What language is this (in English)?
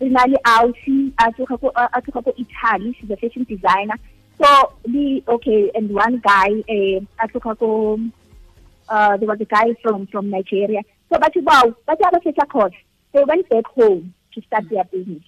Tswana